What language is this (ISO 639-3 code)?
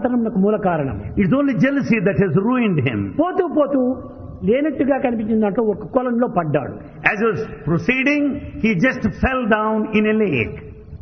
tel